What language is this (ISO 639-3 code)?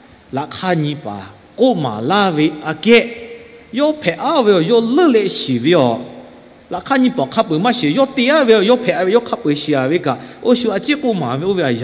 lhu